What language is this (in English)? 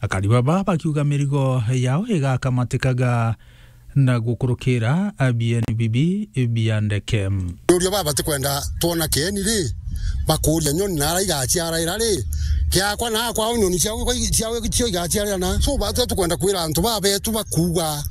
Meru